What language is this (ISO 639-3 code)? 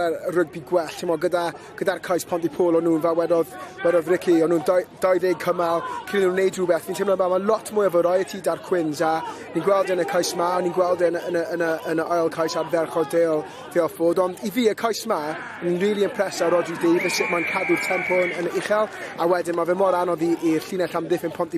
cym